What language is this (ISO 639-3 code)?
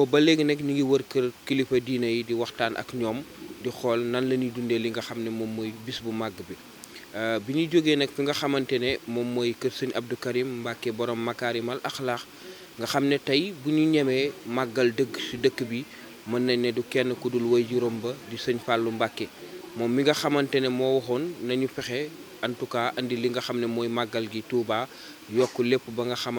wol